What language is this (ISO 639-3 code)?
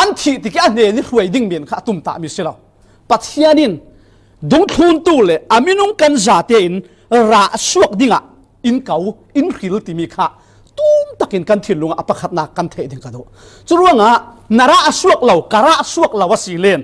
cfm